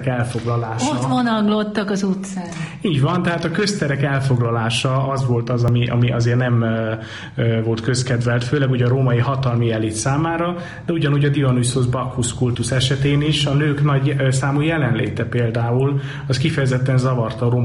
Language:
Hungarian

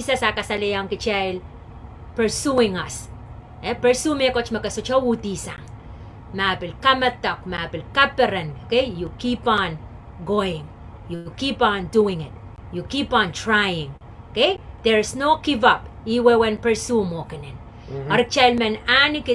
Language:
Pohnpeian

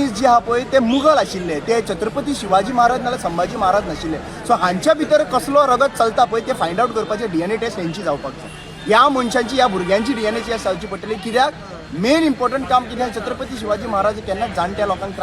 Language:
Konkani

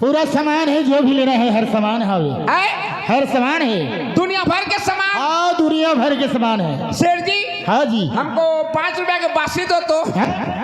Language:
Chhattisgarhi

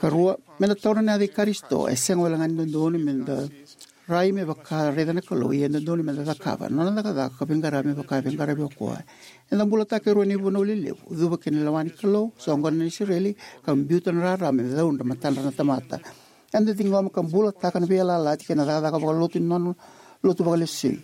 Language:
Fijian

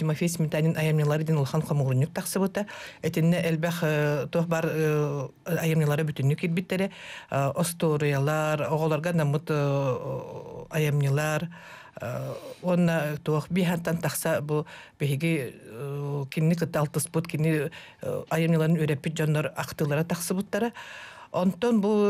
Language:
Yakut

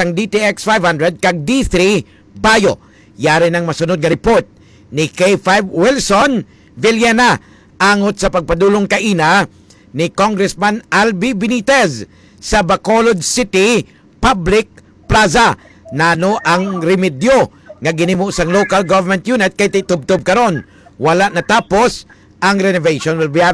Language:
Hiligaynon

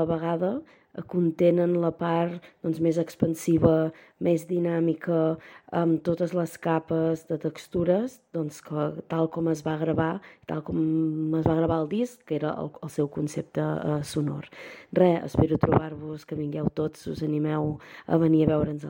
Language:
Catalan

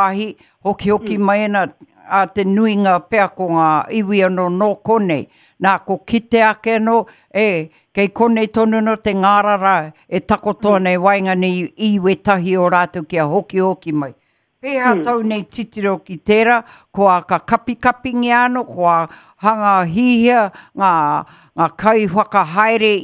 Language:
Māori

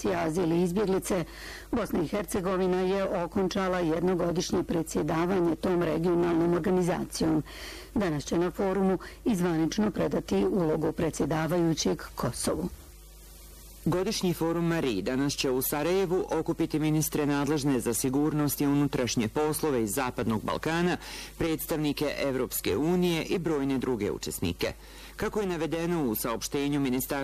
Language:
Bosnian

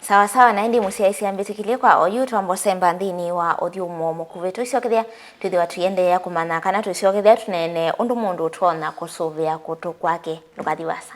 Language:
Kamba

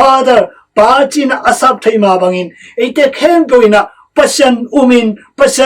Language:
Tedim Chin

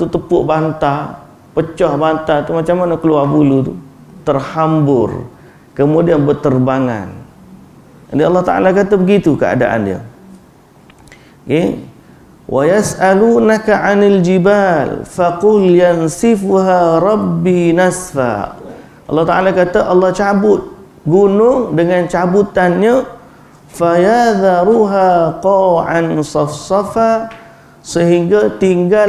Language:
Malay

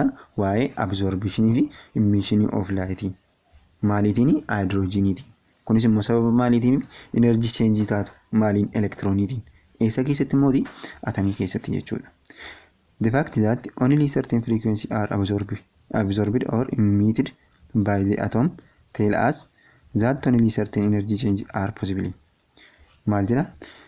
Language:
Oromo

